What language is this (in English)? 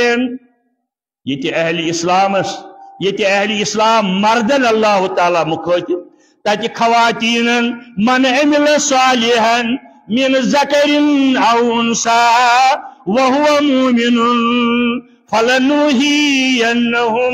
Kashmiri